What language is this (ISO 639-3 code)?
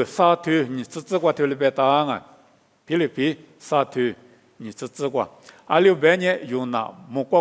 lis